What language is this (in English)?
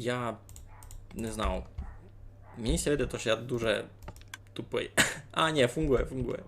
Rusyn